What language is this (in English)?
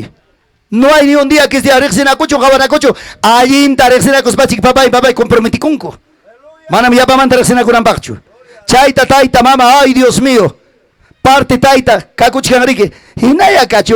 Ayacucho Quechua